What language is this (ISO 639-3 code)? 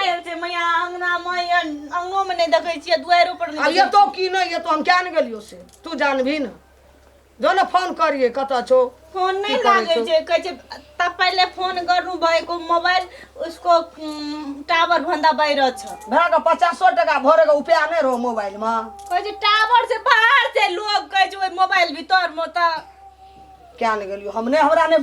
mai